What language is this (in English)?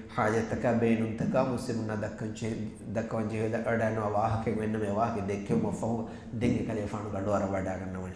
Divehi